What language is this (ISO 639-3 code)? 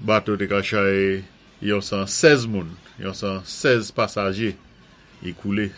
acf